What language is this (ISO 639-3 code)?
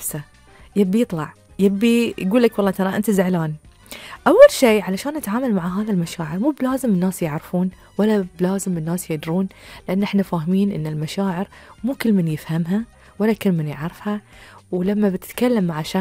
afb